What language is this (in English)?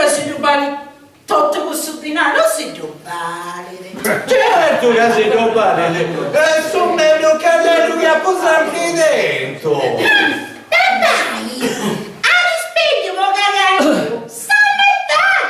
Sardinian